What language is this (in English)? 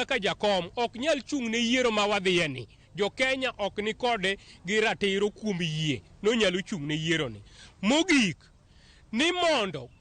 Luo (Kenya and Tanzania)